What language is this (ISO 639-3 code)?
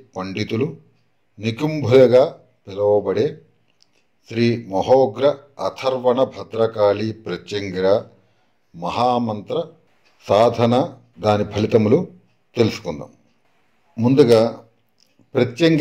tel